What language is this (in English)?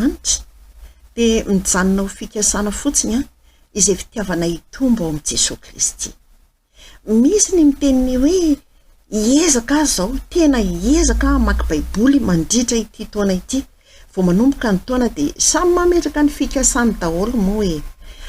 Malagasy